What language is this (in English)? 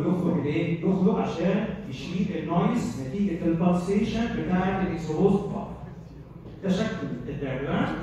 Egyptian Arabic